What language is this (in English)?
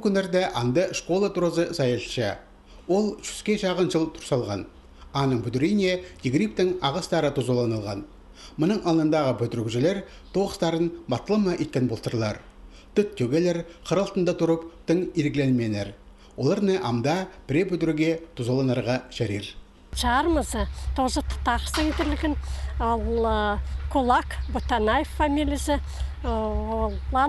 Khakas